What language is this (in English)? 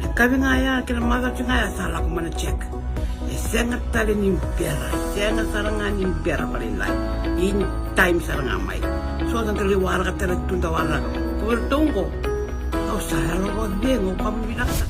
Fijian